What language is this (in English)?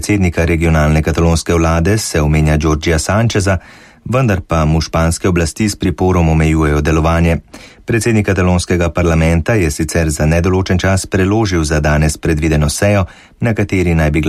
Slovenian